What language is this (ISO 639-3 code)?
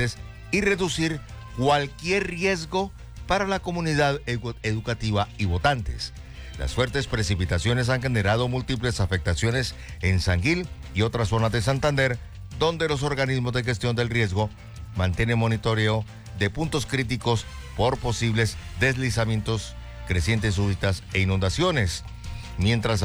spa